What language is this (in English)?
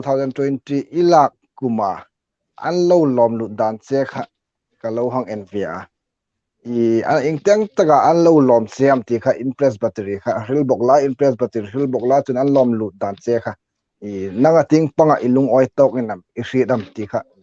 Hmar